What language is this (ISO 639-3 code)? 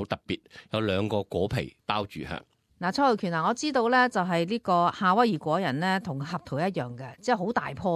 yue